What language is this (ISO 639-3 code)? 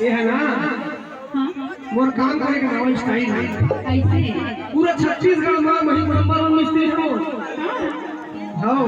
hne